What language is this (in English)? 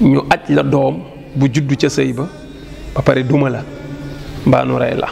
Wolof